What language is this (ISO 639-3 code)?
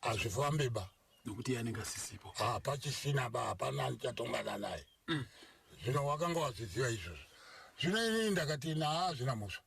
sna